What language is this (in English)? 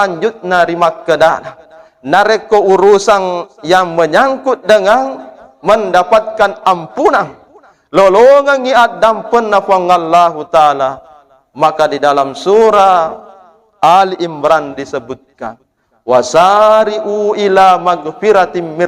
Buginese